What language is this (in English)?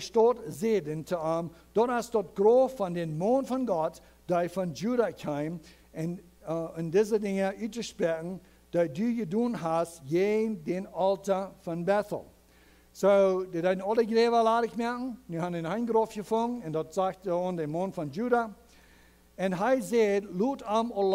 Plautdietsch